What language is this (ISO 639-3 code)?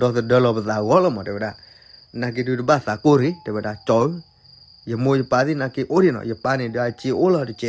ksw